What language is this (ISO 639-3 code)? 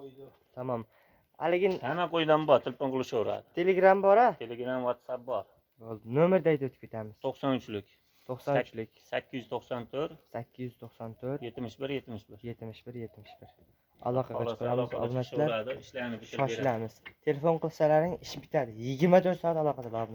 uzb